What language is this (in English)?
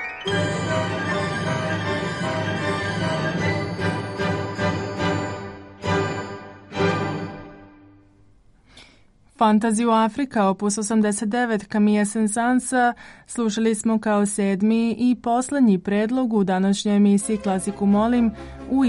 Serbian